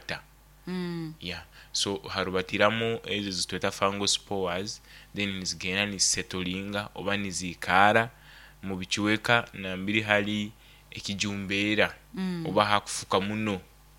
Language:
Nyoro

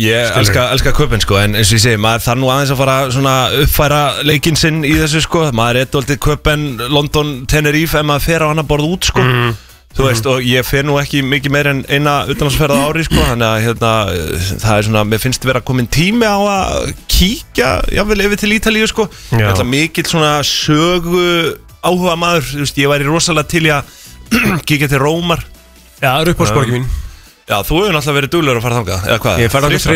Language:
Icelandic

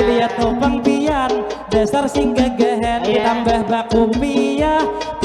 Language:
Banjar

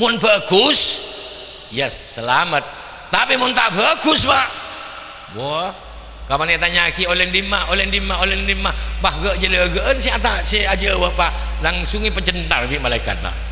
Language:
Madurese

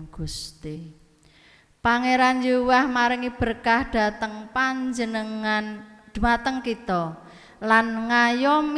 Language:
Javanese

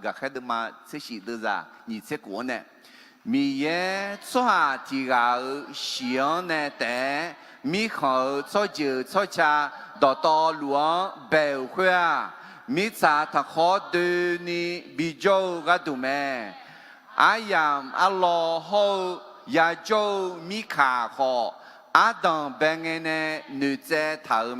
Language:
Akha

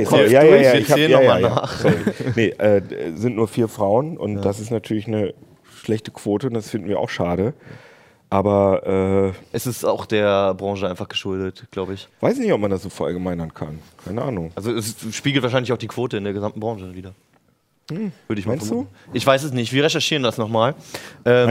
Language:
German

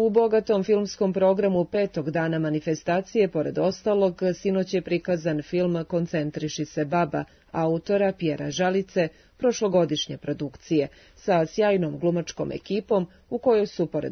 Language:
Serbian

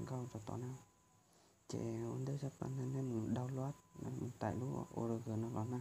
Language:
Hmong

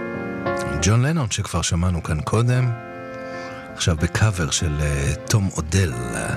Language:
Hebrew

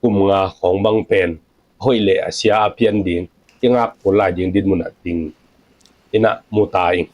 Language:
Tedim Chin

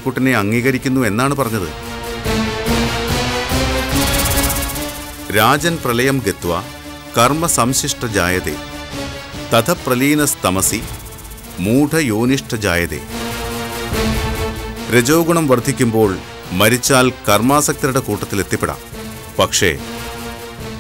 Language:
Malayalam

